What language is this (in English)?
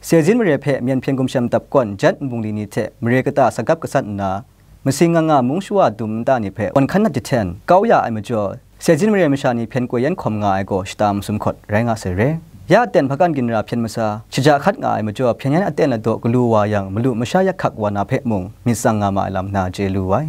Kachin